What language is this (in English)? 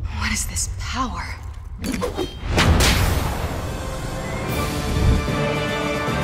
English